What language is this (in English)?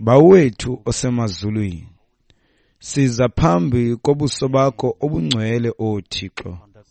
Xhosa